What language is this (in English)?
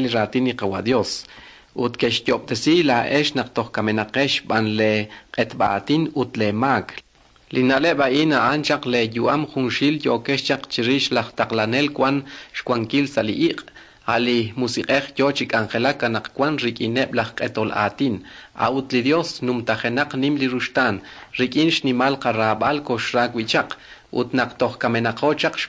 Kekchí